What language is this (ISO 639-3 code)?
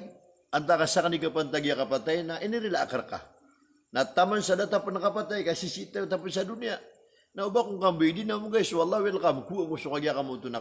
mrw